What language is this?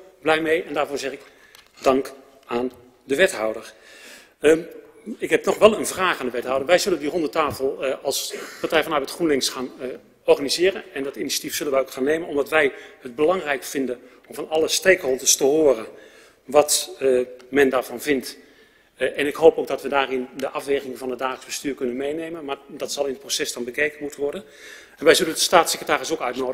Dutch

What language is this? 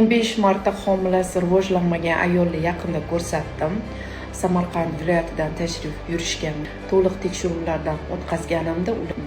Uzbek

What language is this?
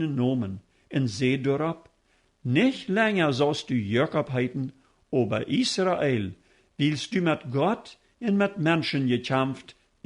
Plautdietsch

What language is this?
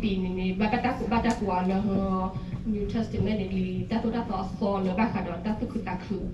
S'gaw Karen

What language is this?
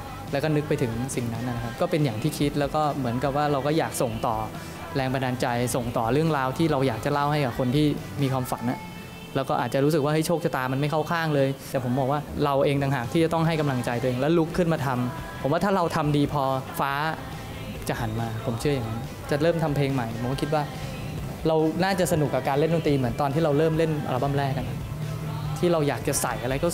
Thai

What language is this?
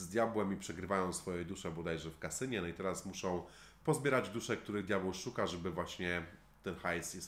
Polish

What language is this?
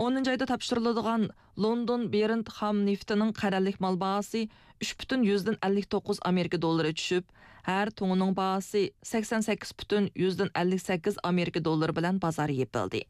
Uyghur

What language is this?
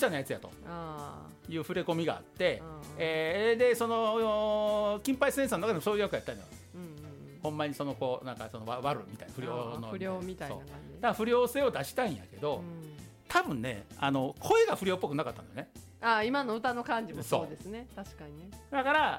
Japanese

